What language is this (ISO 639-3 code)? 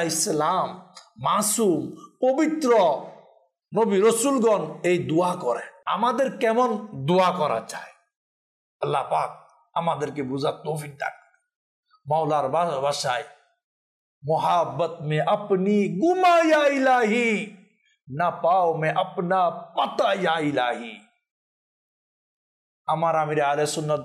ben